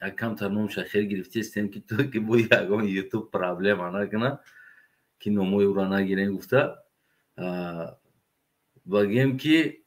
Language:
Tajik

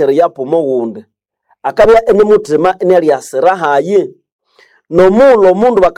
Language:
Nande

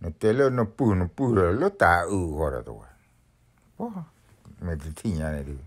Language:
S'gaw Karen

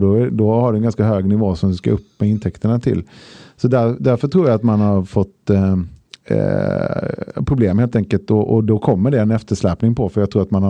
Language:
Swedish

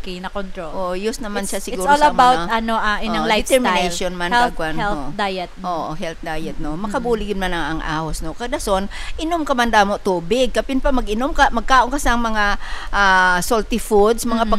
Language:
Hiligaynon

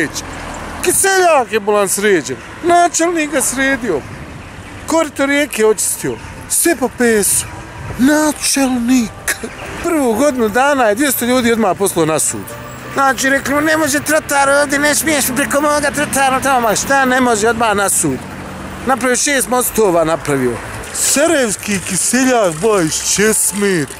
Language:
Bosnian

